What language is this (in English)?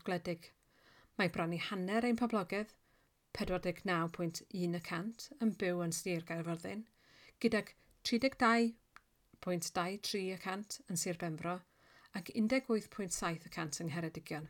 Welsh